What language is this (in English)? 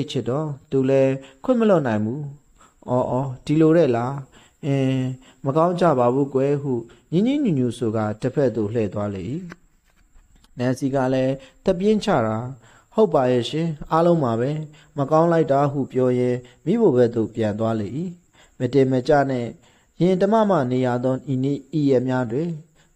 Burmese